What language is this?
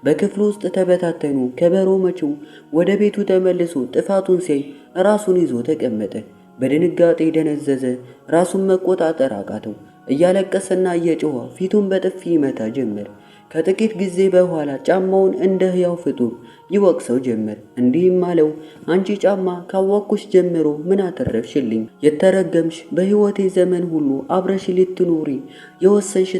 Amharic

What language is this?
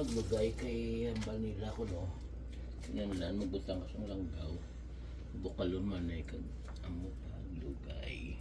Hiligaynon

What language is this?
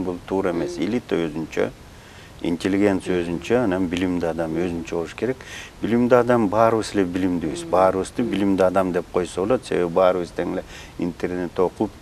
Kyrgyz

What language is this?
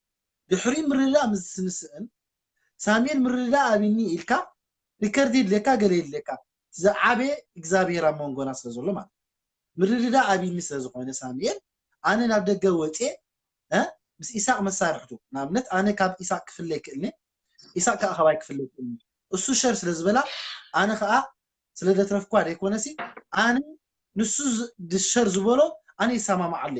Tigrinya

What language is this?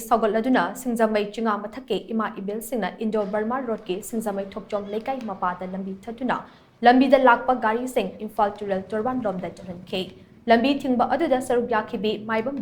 Manipuri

